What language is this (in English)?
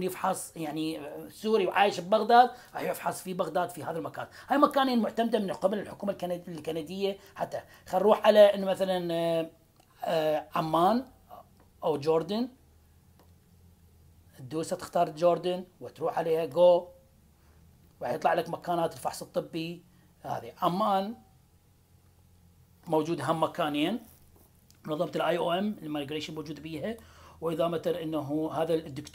Mesopotamian Arabic